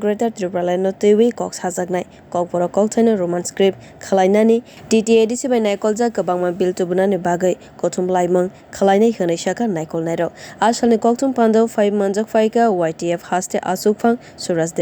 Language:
Kok Borok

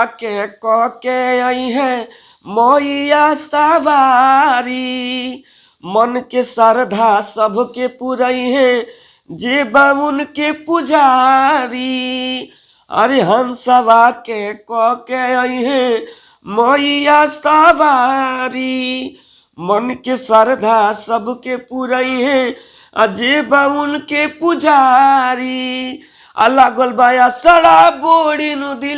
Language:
Bhojpuri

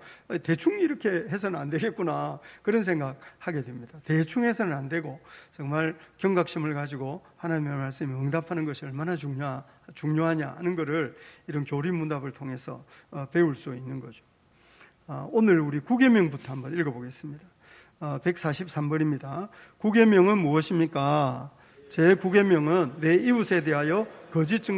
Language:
Korean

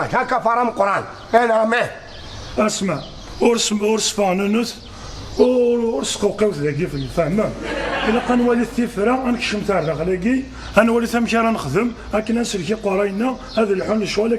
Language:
Kabyle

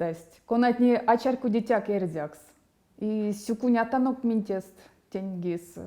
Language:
Erzya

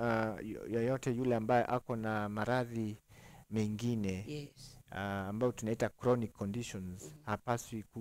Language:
Swahili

